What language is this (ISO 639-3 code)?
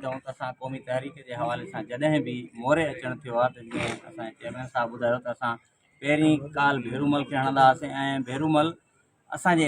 snd